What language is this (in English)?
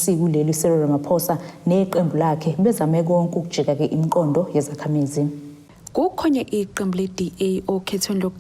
Zulu